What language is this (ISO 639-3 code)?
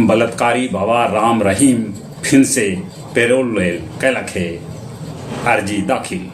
mag